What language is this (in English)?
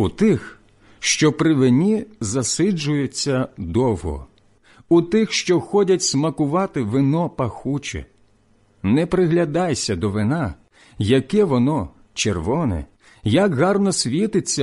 Ukrainian